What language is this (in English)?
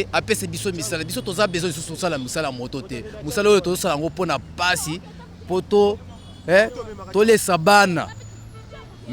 Lingala